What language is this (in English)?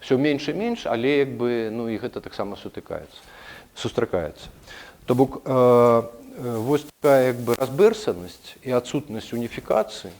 Belarusian